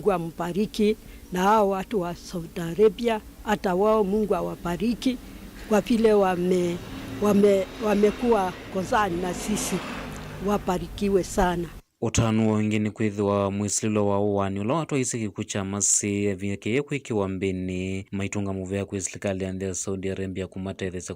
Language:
Kamba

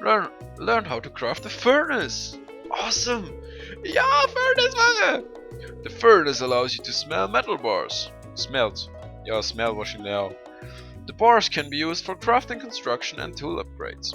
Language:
Swiss German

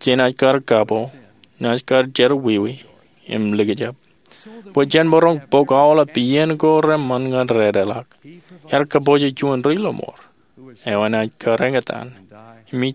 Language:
Marshallese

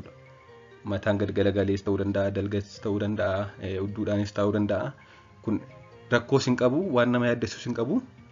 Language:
Oromo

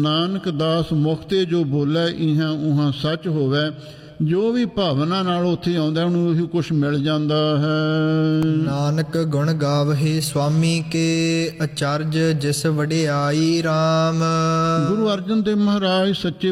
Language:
Punjabi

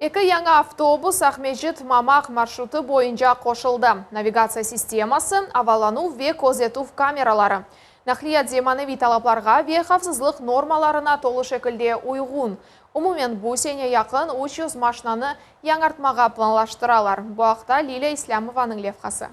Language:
Crimean Tatar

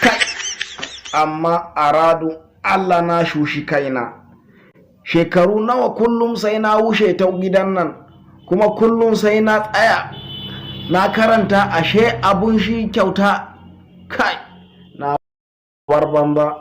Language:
Hausa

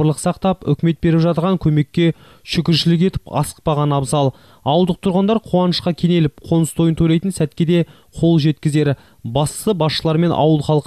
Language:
Kazakh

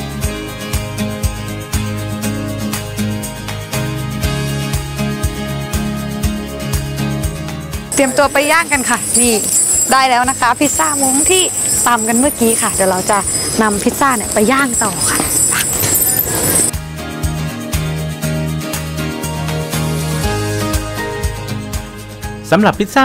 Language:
Thai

